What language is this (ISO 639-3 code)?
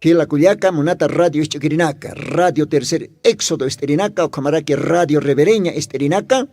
aym